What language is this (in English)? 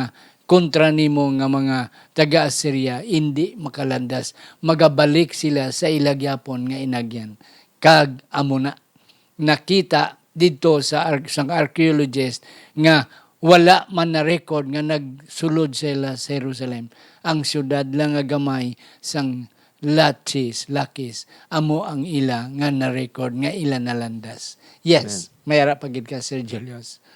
Hiligaynon